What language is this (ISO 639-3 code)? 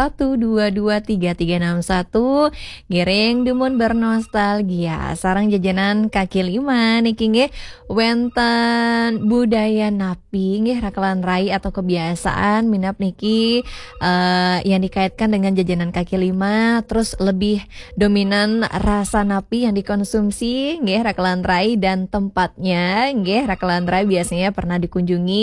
ban